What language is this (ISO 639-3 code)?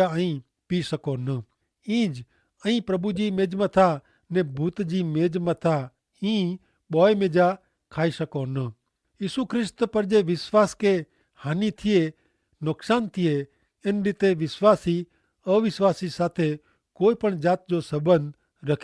kfr